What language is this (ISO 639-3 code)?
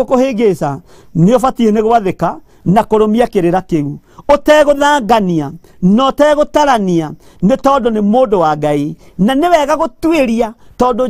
kik